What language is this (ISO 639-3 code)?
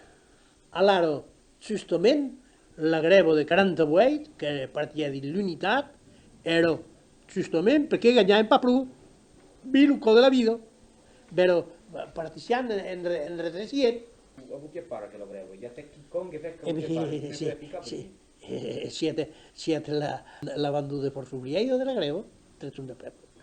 oci